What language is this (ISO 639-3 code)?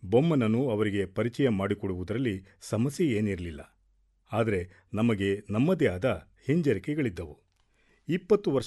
kan